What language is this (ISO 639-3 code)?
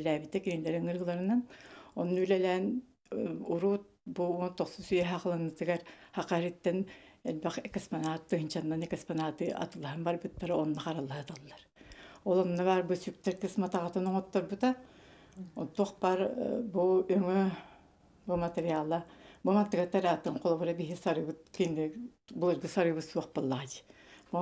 sah